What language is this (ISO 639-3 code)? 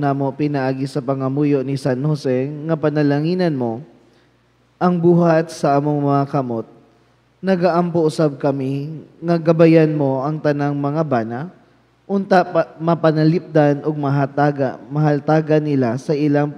ceb